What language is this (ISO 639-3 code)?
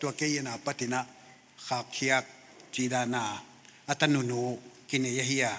pck